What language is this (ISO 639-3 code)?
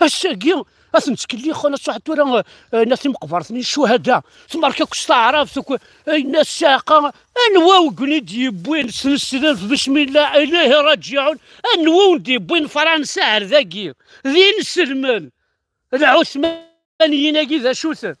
kab